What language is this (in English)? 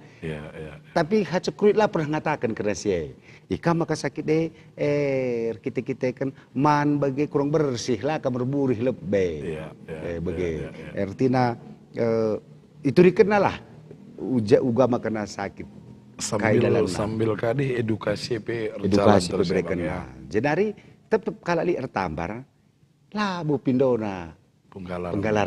Batak Karo